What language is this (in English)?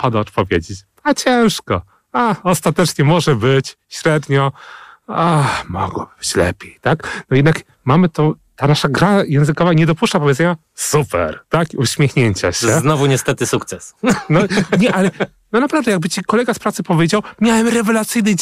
Polish